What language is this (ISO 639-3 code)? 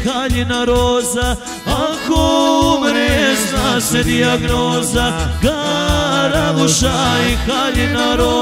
bos